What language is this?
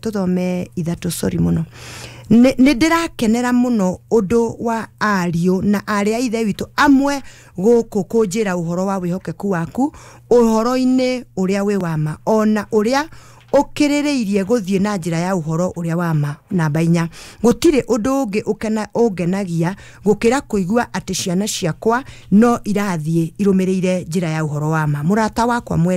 Kikuyu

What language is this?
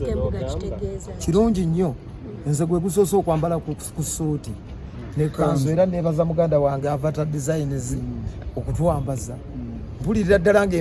Ganda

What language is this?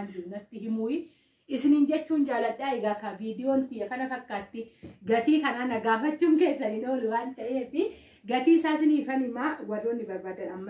Oromo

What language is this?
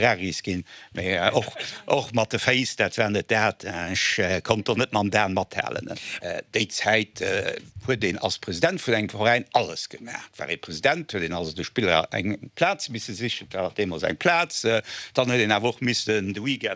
Luxembourgish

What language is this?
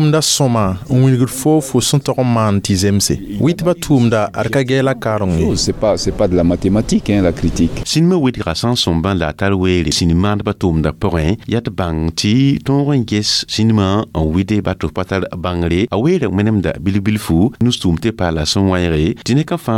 Mossi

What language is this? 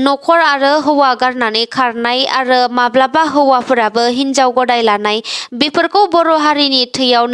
Bodo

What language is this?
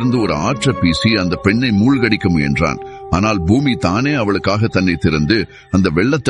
Tamil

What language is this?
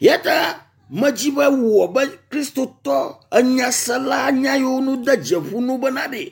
Ewe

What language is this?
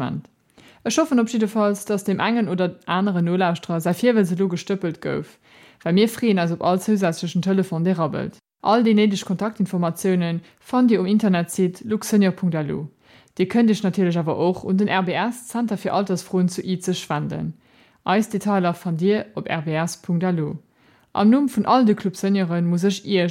Luxembourgish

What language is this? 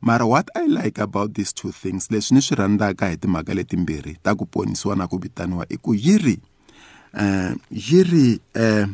Tsonga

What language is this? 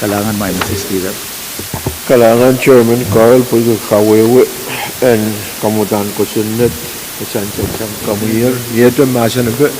Pohnpeian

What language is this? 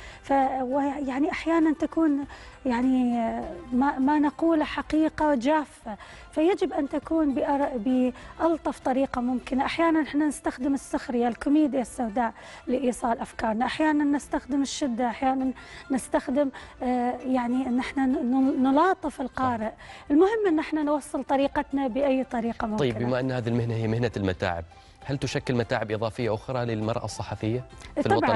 Arabic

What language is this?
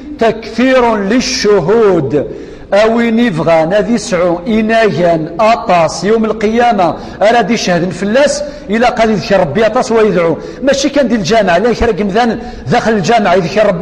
Kabyle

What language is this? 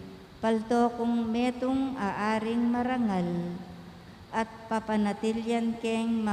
Pampanga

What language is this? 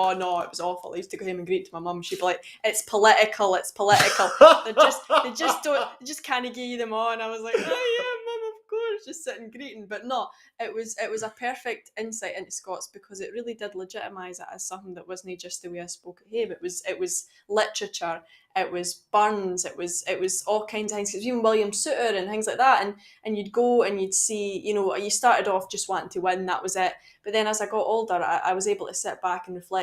Scots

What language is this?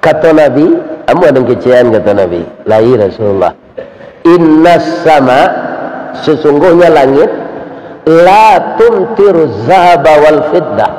Minangkabau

